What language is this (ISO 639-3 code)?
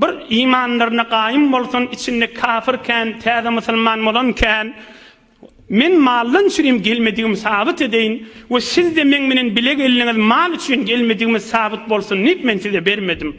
tuk